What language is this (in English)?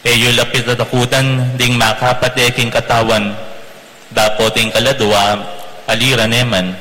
Pampanga